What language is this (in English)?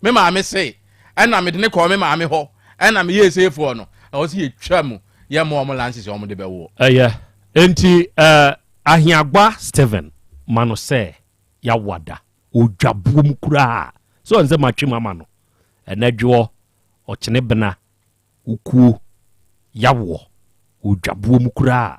Akan